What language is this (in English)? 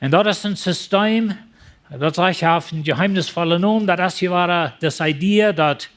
Plautdietsch